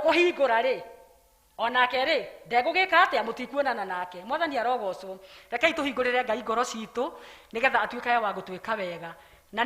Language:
Kikuyu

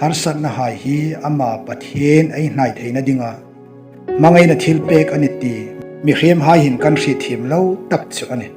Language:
Hmar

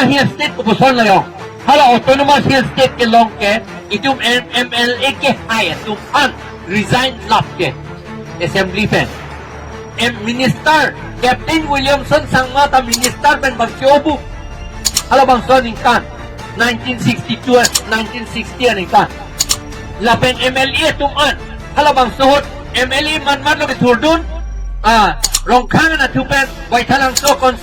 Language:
Karbi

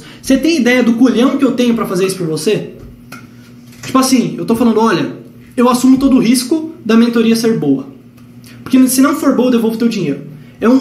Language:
Portuguese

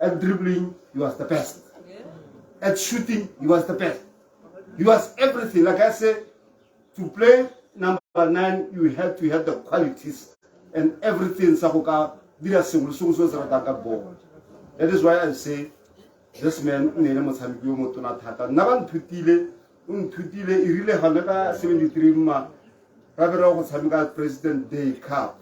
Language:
Tswana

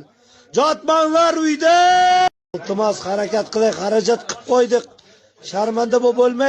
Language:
Uzbek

